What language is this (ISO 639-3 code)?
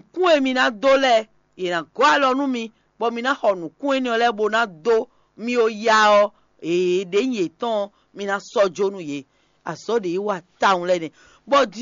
fon